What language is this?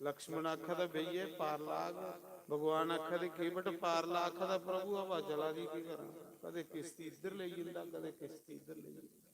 Dogri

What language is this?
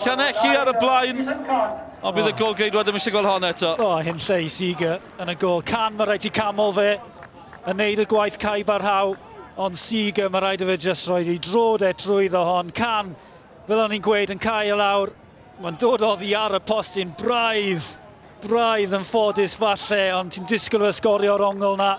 Welsh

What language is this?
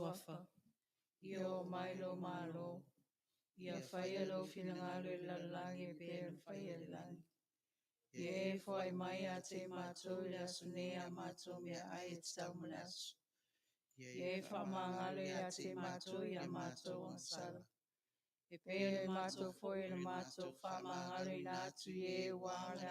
Samoan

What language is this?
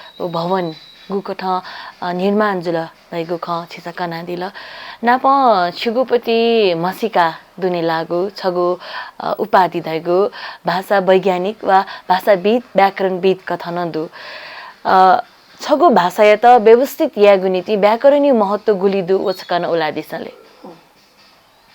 Newari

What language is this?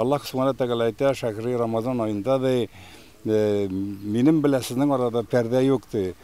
Tatar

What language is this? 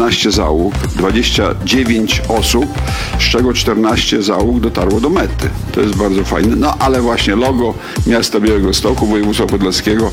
Polish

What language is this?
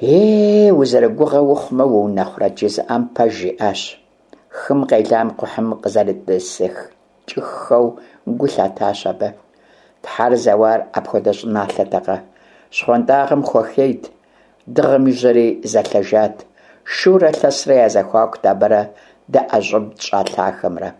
Kabardian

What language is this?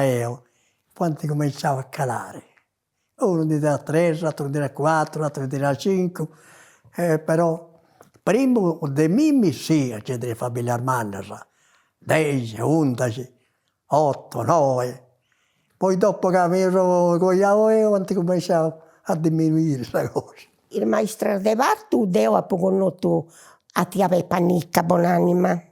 Sardinian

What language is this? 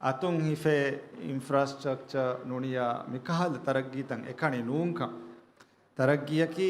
Divehi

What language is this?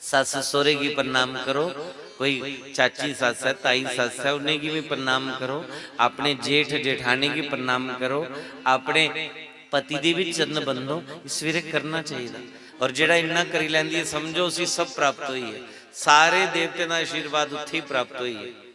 Dogri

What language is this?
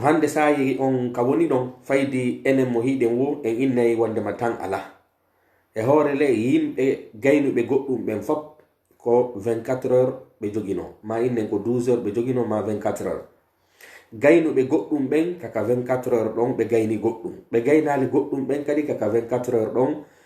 Pular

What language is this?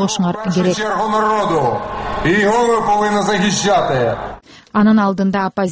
Kyrgyz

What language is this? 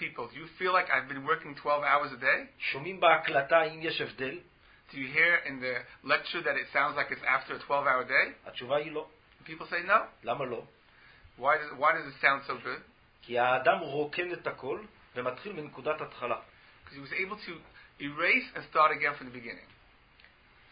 Hebrew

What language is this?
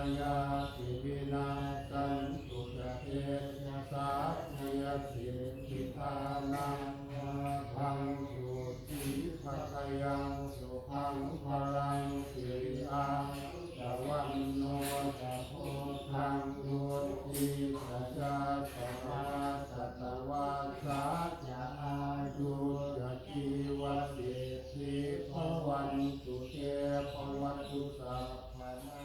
Pali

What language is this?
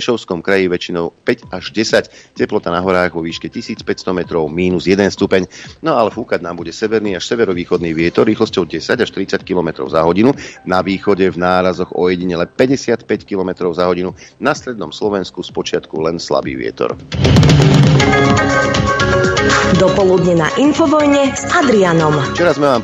Slovak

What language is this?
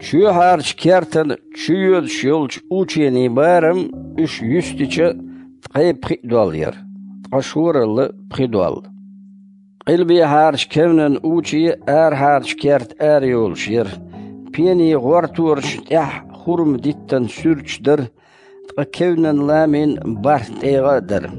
Chechen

